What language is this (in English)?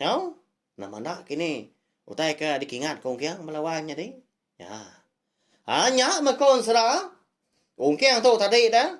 Iban